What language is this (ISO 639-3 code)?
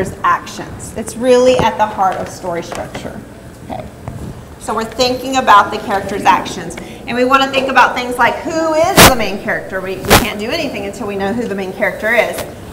eng